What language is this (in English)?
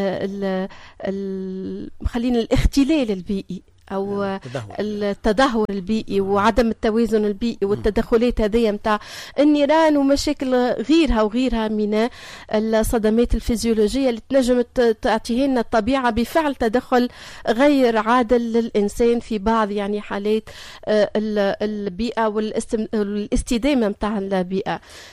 Tunisian Arabic